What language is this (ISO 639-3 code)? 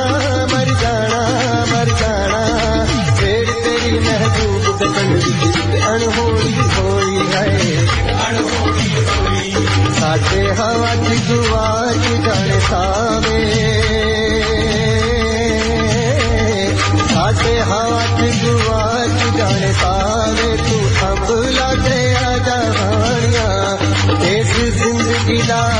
pan